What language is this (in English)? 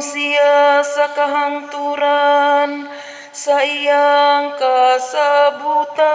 Cebuano